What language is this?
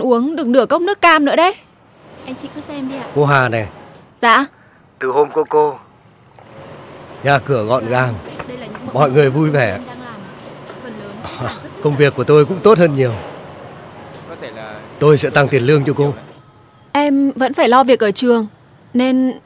Vietnamese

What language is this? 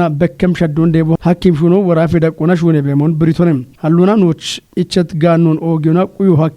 Kafa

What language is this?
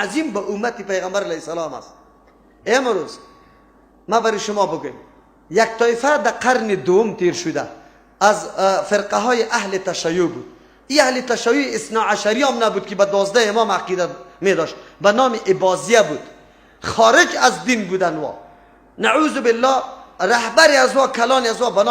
Persian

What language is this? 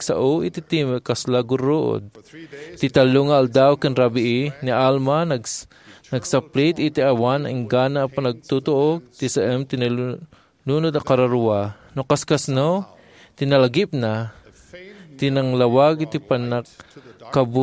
Iloko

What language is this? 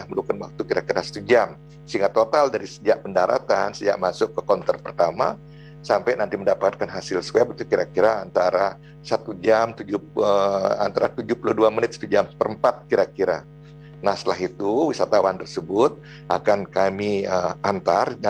Indonesian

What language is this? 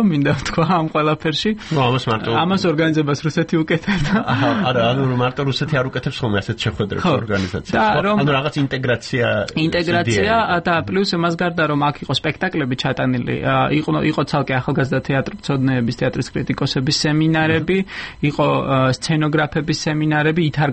Georgian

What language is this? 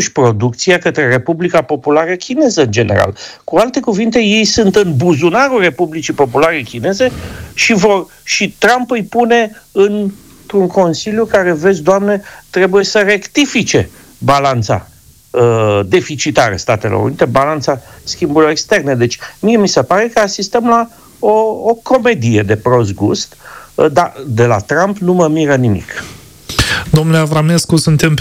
Romanian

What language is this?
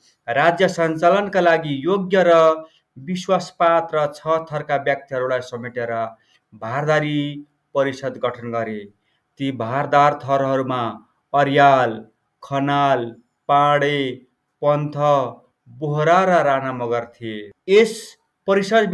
Nepali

